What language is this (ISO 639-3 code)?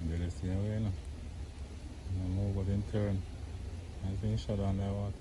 jam